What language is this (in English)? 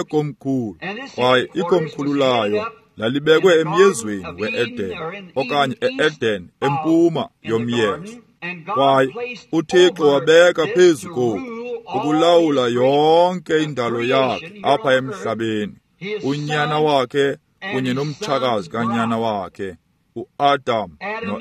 Xhosa